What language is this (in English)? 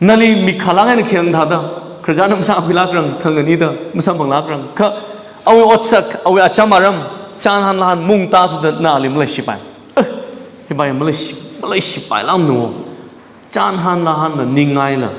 Tangkhul Naga (India)